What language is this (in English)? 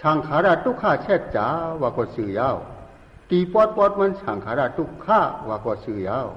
Shan